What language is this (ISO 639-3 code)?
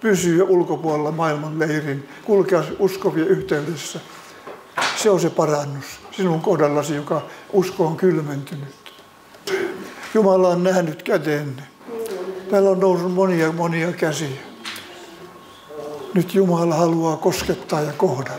fin